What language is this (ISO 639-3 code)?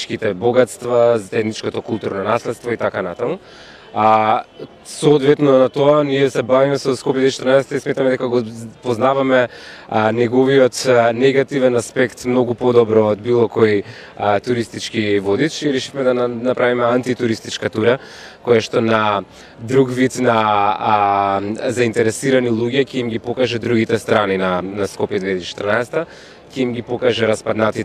mkd